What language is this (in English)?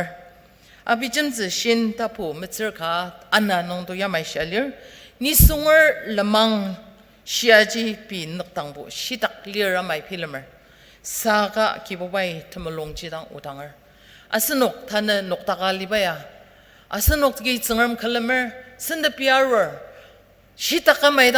Ao Naga